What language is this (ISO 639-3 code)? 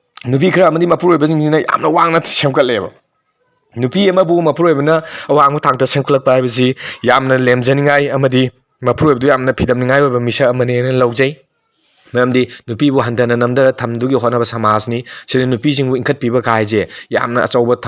mni